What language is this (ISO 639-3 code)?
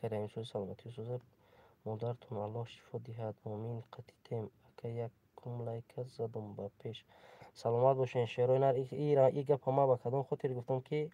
tgk